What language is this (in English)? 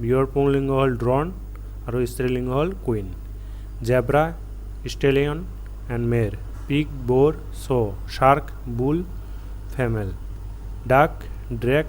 Assamese